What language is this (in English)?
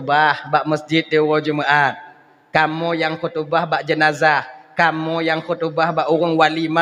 Achinese